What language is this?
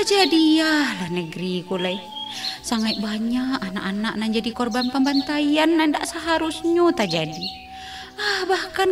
Minangkabau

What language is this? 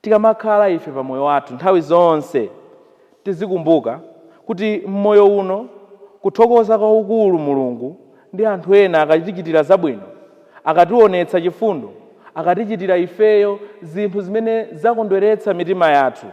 Nyanja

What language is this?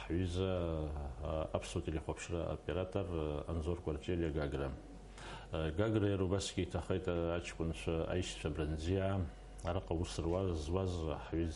Abkhazian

